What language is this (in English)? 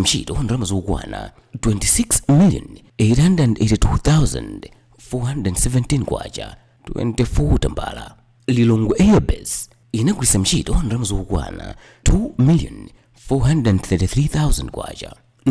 Nyanja